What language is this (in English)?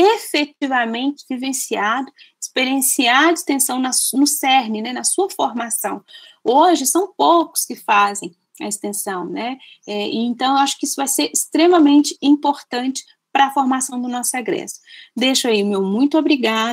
Portuguese